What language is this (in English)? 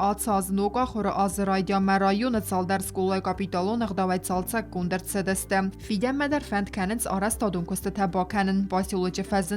Ossetic